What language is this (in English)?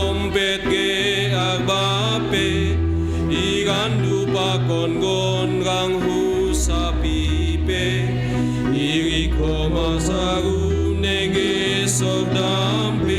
Batak Simalungun